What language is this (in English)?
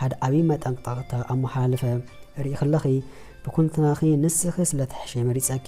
Tigrinya